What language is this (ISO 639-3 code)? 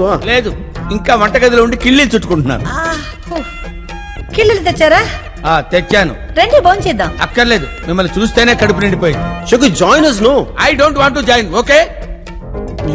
tel